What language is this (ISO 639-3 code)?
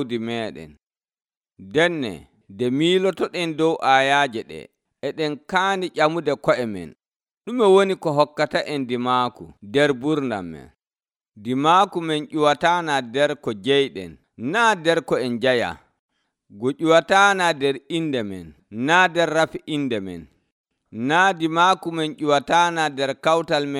fuv